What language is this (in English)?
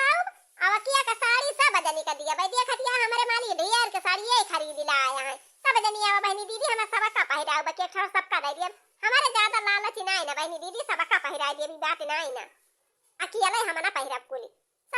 Awadhi